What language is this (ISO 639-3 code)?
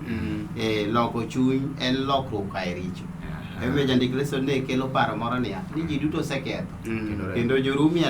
luo